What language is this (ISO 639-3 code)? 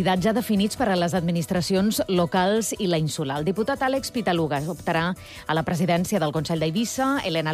cat